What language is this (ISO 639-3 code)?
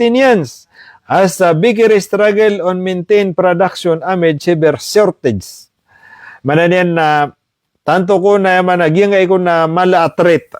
mrw